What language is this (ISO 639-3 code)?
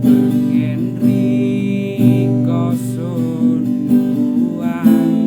jav